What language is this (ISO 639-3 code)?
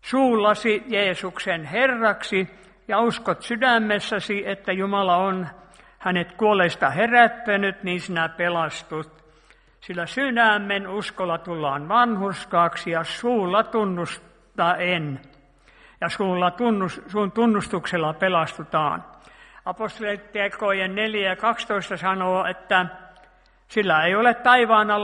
fin